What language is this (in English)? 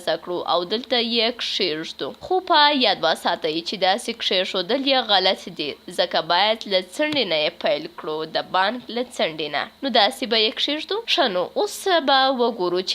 Pashto